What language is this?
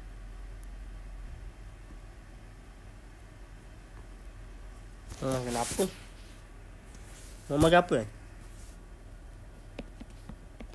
Malay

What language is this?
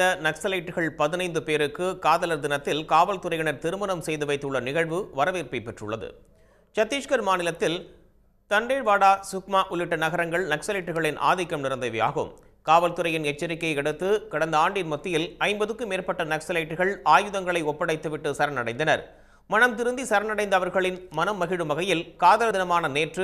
Tamil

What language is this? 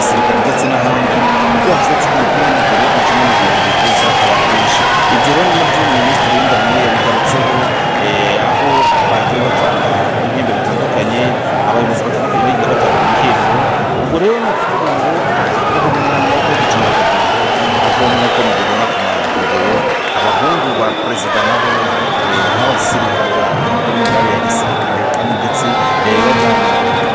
Kinyarwanda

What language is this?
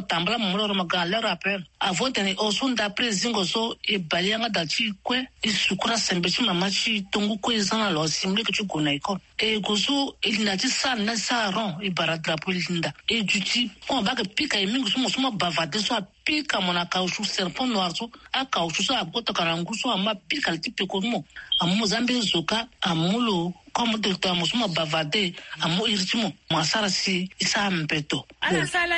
Sango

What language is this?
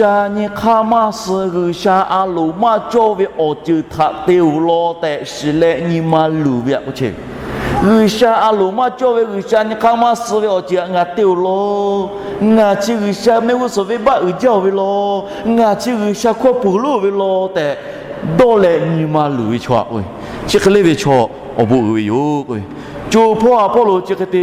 Lahu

